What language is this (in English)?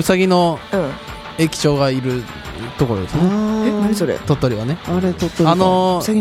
Japanese